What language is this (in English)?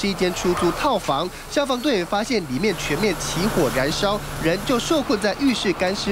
Chinese